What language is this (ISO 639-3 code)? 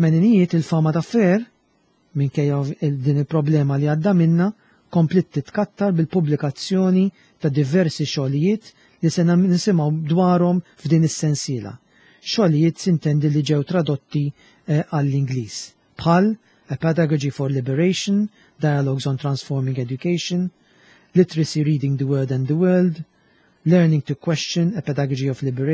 mlt